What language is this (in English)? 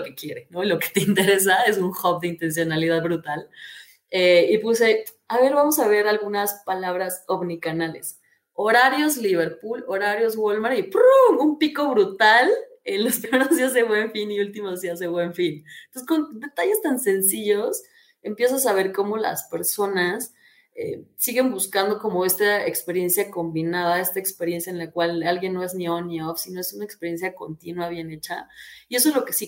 Spanish